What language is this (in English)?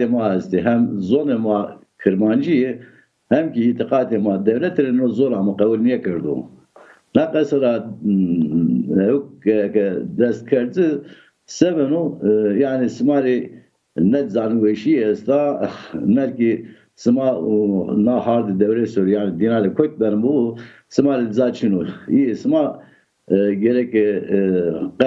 Zaza